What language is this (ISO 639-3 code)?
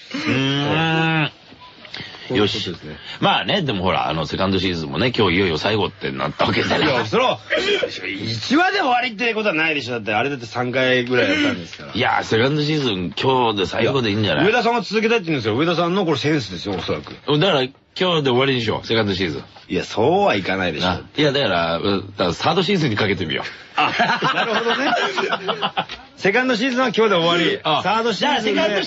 jpn